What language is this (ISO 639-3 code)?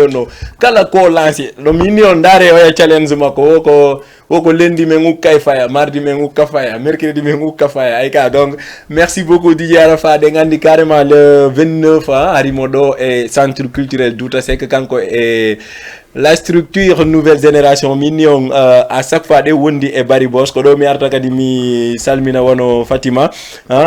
ful